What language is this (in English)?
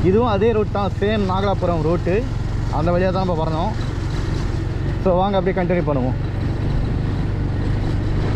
Tamil